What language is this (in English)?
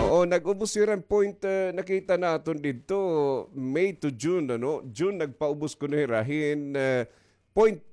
Waray